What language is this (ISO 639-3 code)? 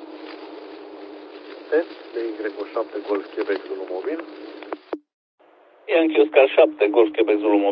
ron